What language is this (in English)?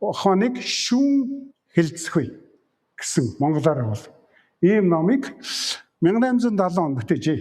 Mongolian